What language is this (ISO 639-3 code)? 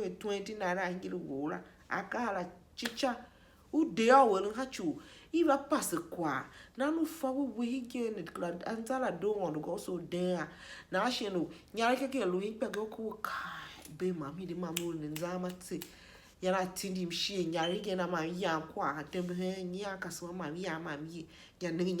tiv